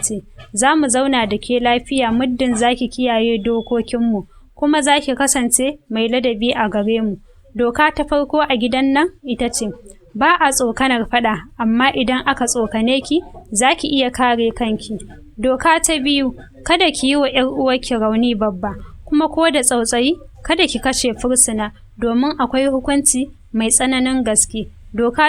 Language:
Hausa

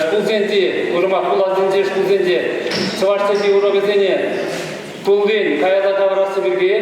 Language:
Chuvash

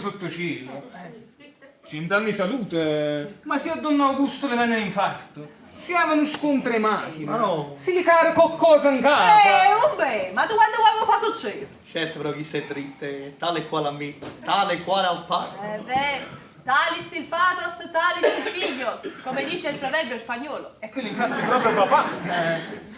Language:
Neapolitan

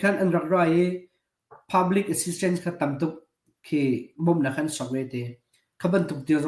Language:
Hakha Chin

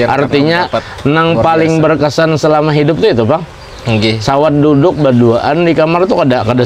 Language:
Banjar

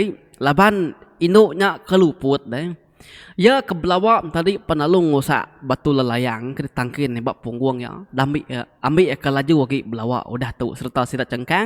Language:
Iban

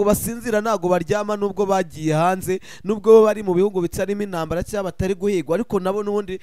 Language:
Kinyarwanda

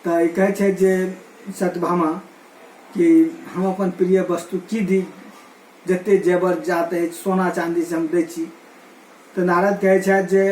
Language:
Maithili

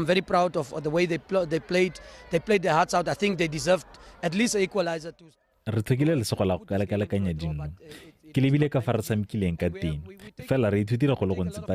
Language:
Tswana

